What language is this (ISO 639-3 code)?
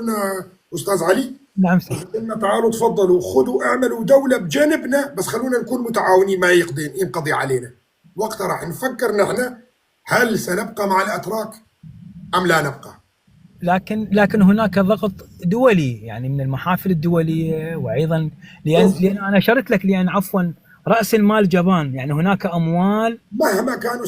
apc